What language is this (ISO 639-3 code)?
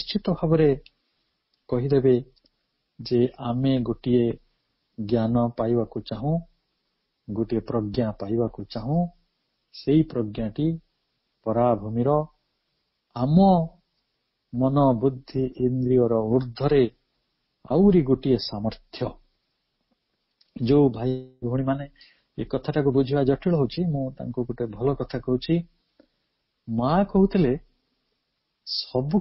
ori